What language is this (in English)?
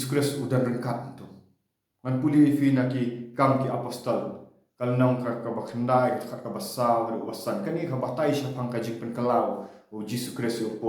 Khasi